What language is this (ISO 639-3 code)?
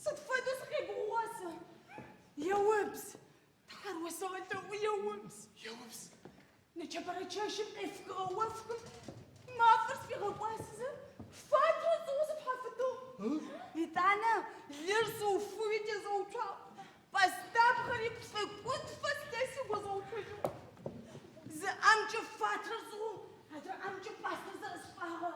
ady